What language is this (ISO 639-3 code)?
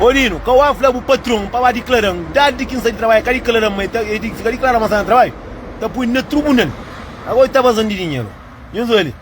kea